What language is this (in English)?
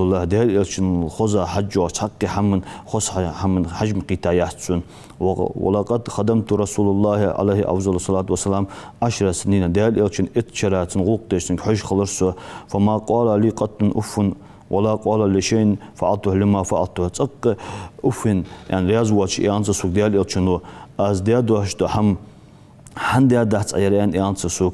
Ingush